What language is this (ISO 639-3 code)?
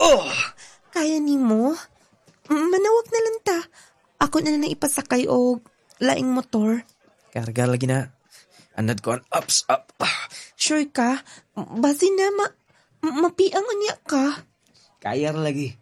ceb